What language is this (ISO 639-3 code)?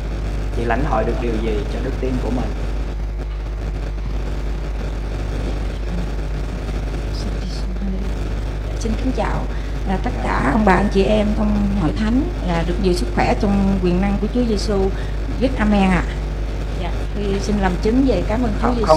vie